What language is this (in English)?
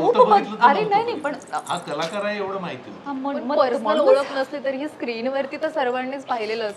Marathi